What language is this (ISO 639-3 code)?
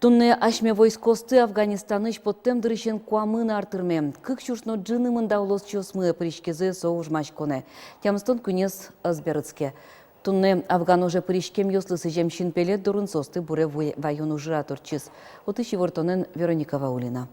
udm